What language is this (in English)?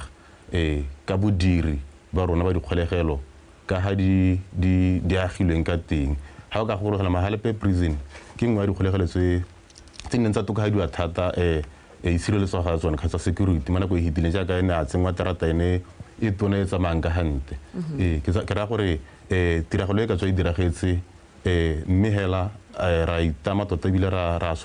Tswana